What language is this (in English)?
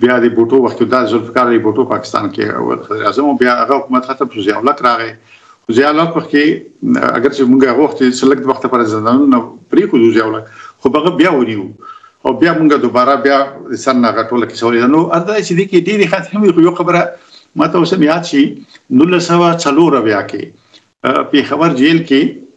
Pashto